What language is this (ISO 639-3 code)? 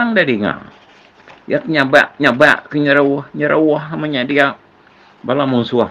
iba